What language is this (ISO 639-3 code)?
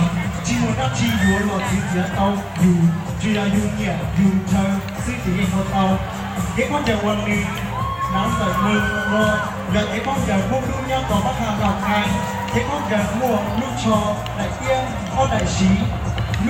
hmn